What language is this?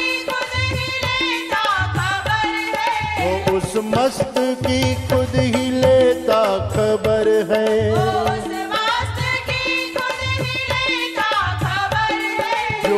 Hindi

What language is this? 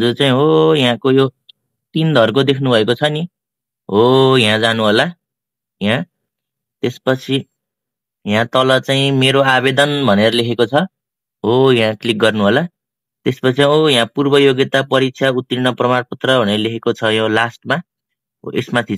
Nepali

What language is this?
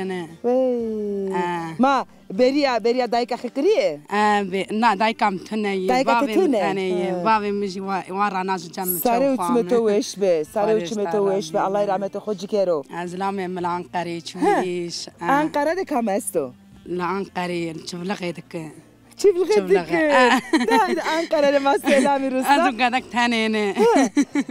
Zaza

